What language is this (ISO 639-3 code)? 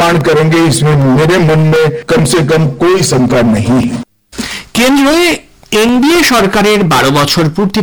ben